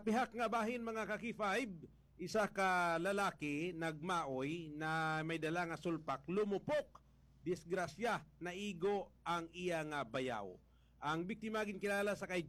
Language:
Hiligaynon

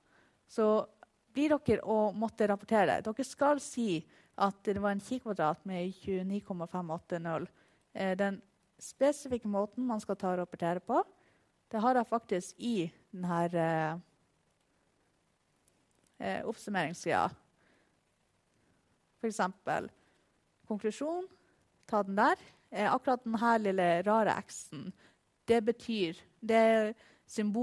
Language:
Norwegian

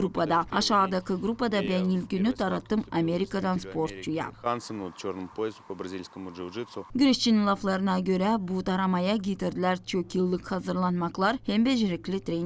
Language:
Gagauz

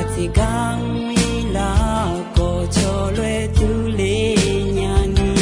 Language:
Akha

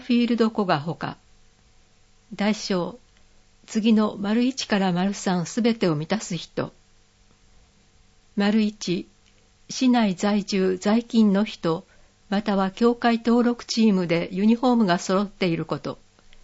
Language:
Japanese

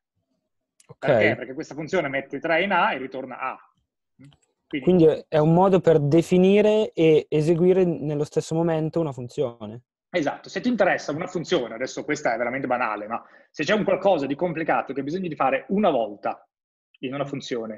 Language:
Italian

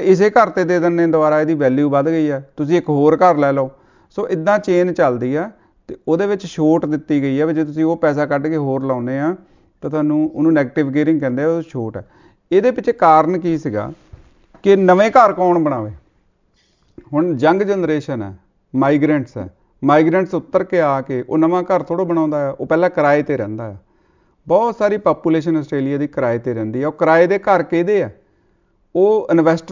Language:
Punjabi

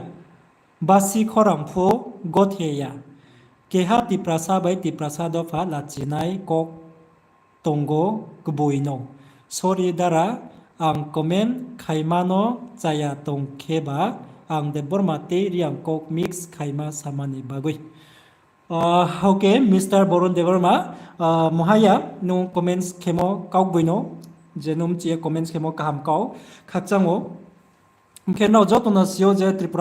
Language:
Riang (India)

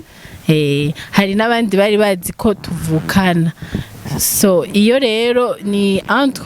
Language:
Rundi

